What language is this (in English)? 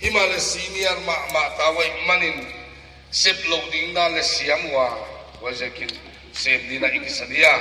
Paite Chin